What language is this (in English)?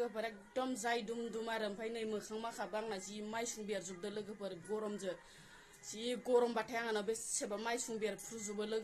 Bodo